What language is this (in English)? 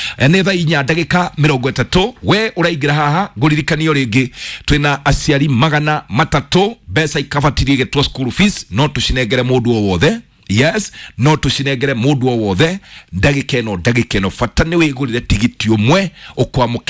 Kikuyu